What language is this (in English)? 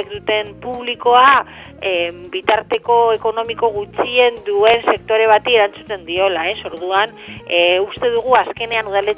Basque